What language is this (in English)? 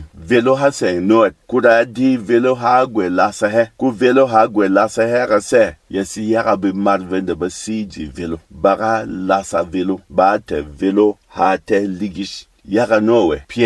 Berom